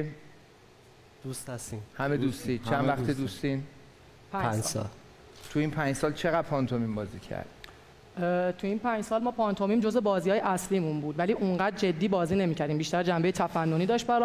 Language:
Persian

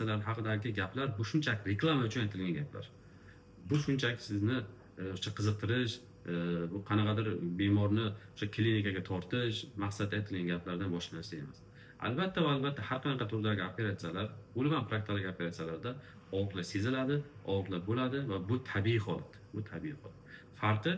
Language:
Uzbek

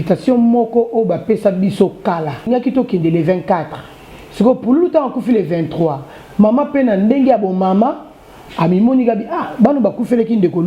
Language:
Lingala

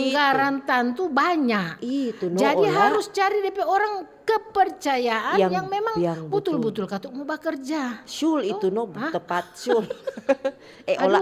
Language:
Manado Malay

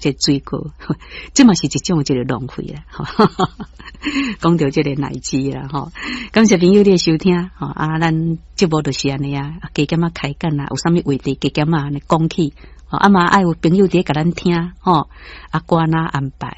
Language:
Min Nan Chinese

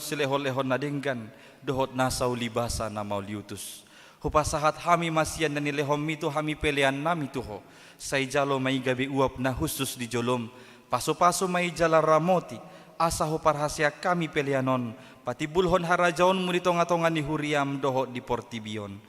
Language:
Batak Toba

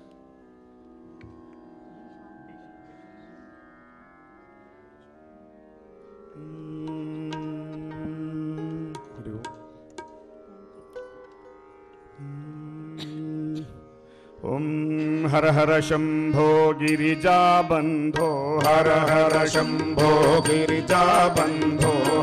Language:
Telugu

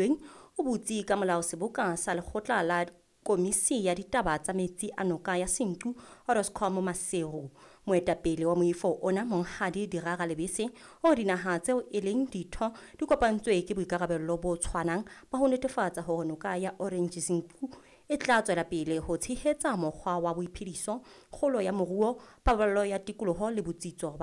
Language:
Southern Sotho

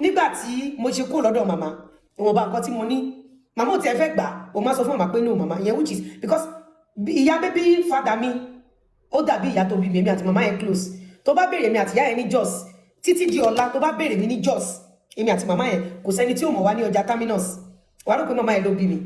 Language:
Yoruba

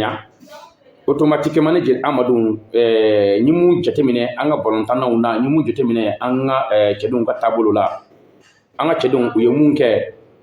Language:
Bambara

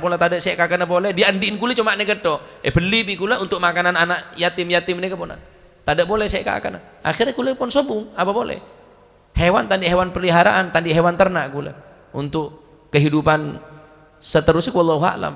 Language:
Madurese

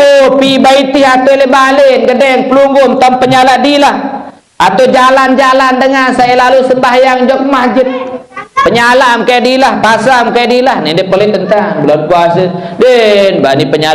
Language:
Sasak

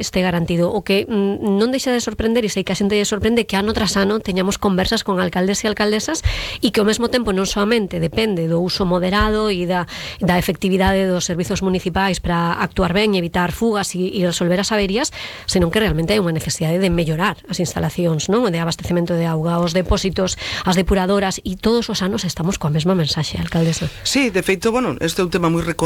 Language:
Galician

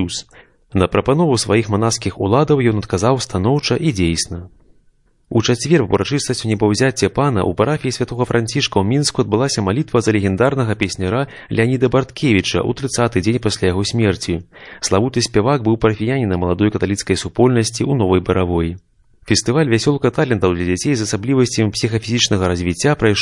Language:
Belarusian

